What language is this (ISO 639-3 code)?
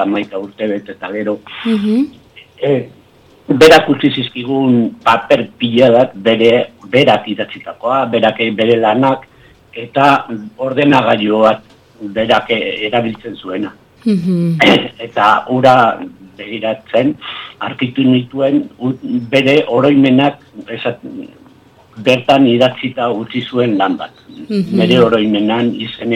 eus